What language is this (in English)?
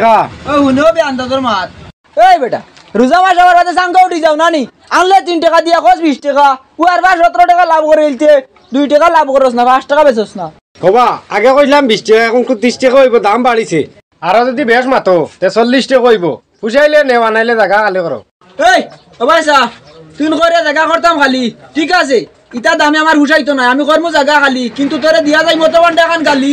Sylheti